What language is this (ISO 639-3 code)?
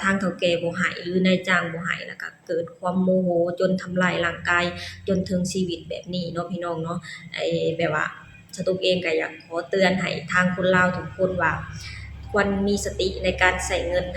lao